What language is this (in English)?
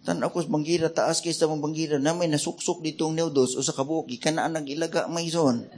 Cebuano